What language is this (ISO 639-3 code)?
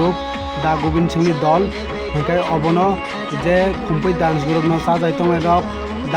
trp